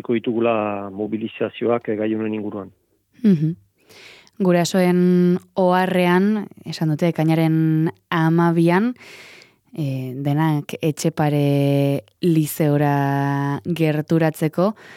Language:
Basque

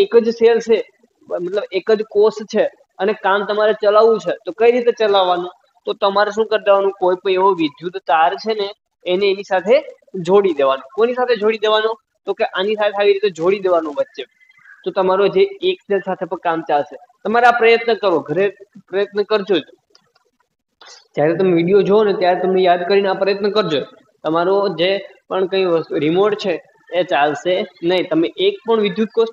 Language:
Gujarati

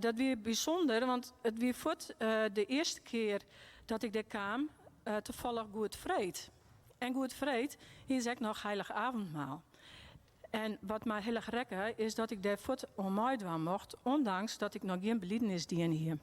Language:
Western Frisian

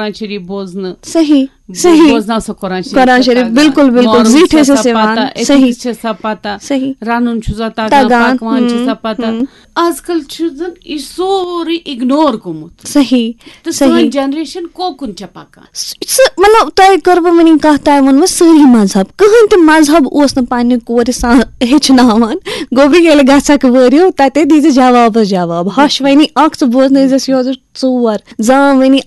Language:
Kashmiri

